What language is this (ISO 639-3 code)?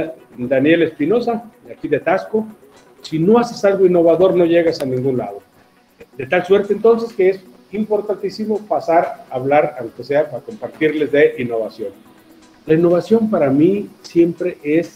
spa